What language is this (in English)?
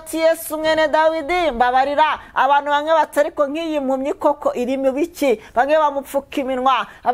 Kinyarwanda